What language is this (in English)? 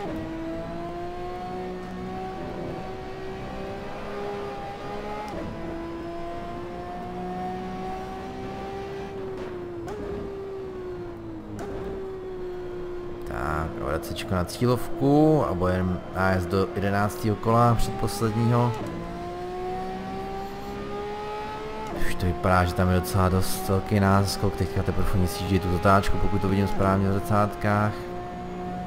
Czech